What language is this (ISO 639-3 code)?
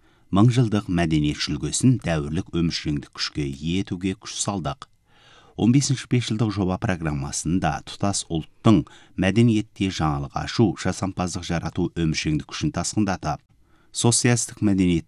kaz